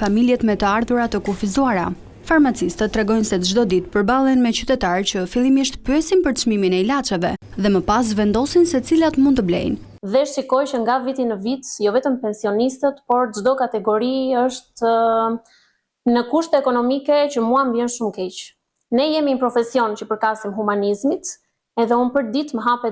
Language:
Albanian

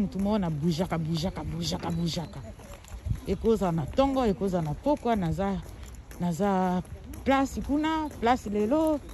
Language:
Lingala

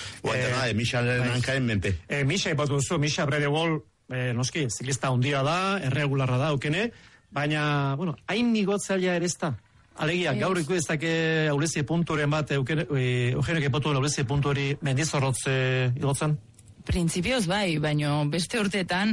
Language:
Basque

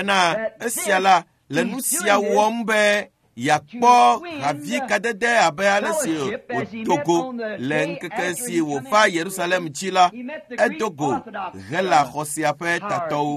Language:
Ewe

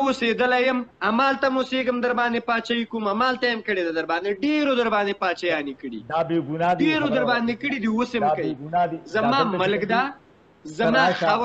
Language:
Pashto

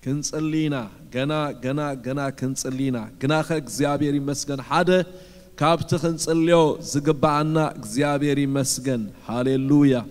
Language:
Tigrinya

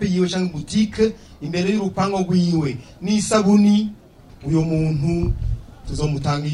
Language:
Rundi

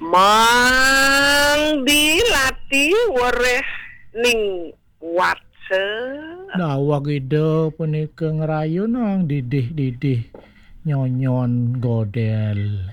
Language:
Balinese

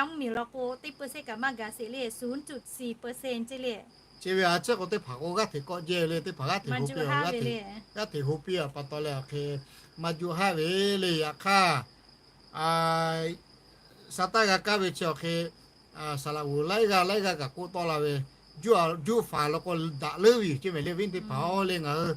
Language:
Lahu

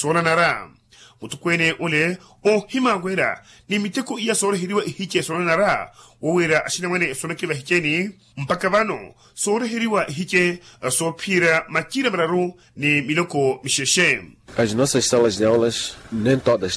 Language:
Makhuwa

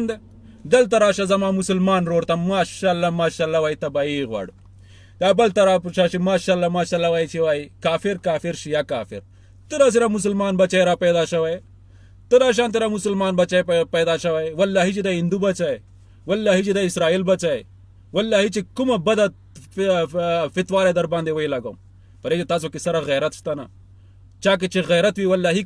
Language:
Pashto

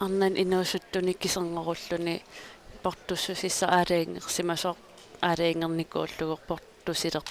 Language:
Kalaallisut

